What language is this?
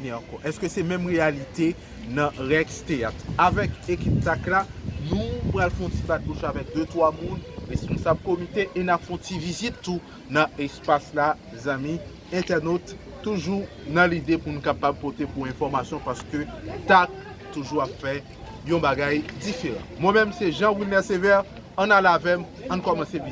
Haitian Creole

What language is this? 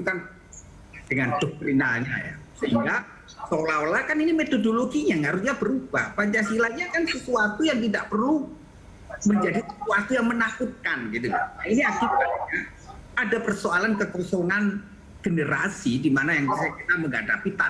Indonesian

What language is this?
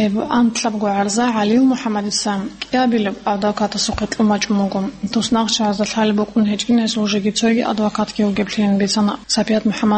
Avaric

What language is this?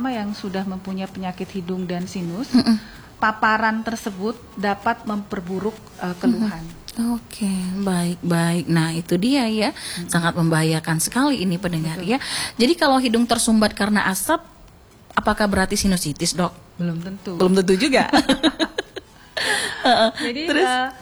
Indonesian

